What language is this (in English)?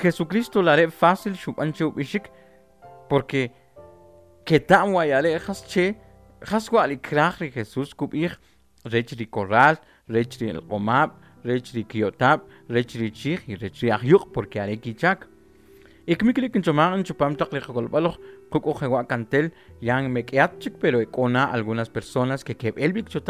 Kʼicheʼ